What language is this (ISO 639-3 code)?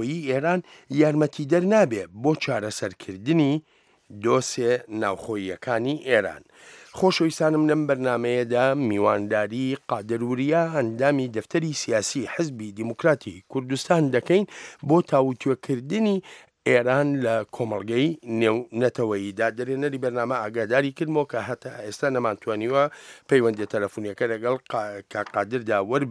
ckb